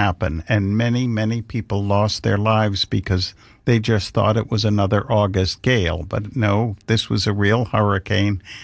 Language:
English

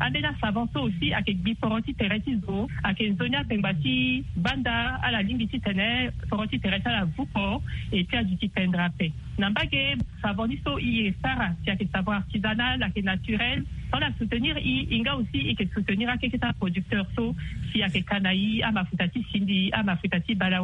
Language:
Sango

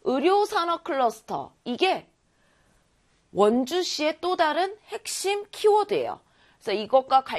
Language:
Korean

